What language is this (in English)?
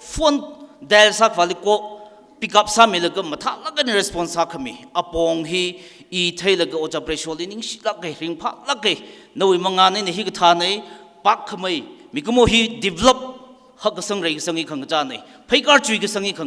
Tangkhul Naga (India)